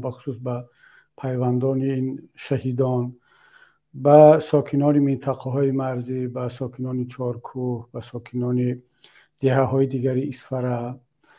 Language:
Tajik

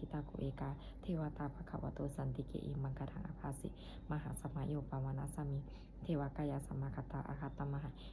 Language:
Pali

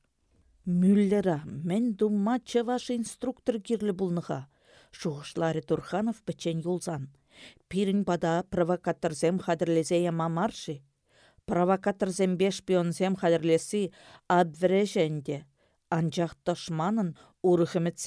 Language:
Chuvash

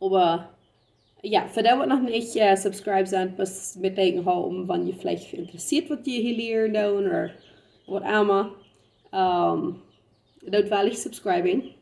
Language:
Plautdietsch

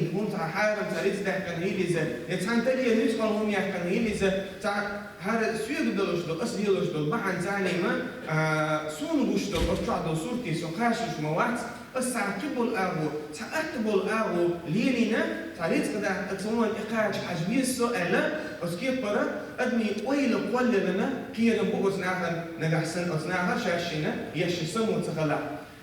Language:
Chechen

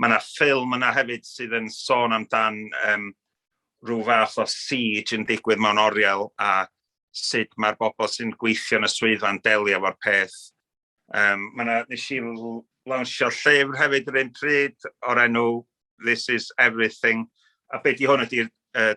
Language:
Welsh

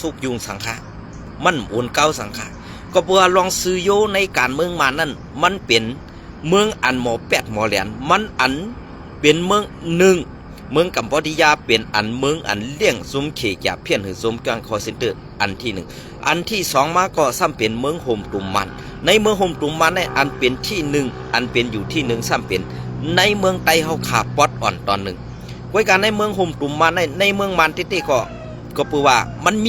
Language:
Shan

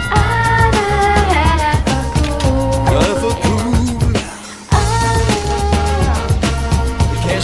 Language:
Danish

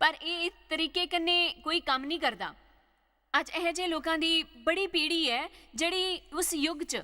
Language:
Dogri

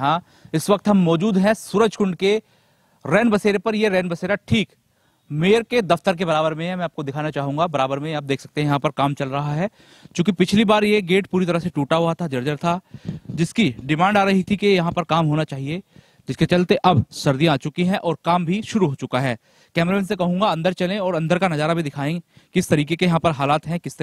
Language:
Hindi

